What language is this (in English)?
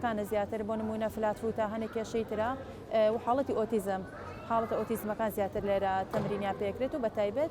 Central Kurdish